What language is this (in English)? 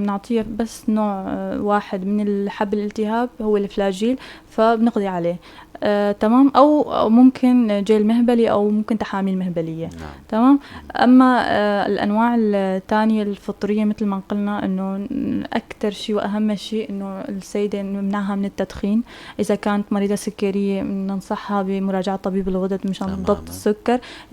North Levantine Arabic